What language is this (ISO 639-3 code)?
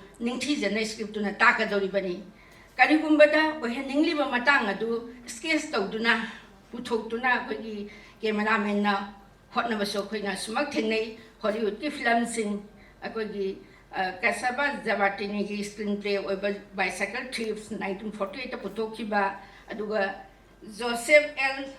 mni